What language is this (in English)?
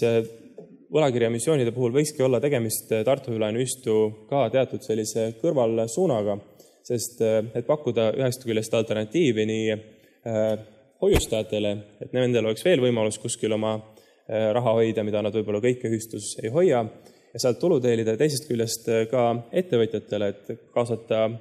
Estonian